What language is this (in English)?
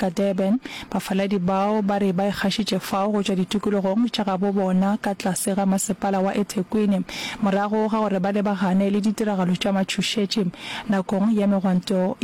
Northern Sotho